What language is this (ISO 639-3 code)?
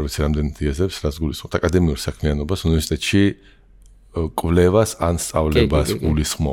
kat